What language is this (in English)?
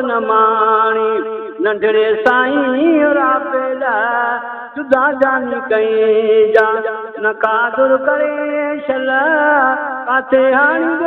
Saraiki